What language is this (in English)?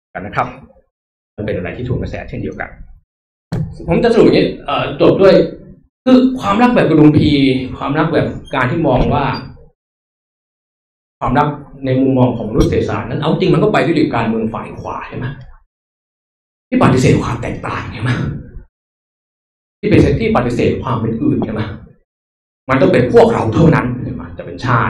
Thai